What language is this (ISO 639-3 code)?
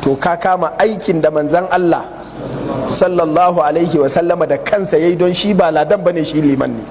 hau